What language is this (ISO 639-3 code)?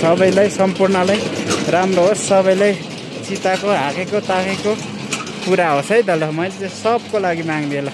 nep